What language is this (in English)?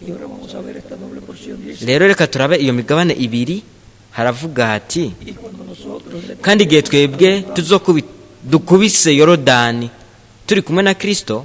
Rundi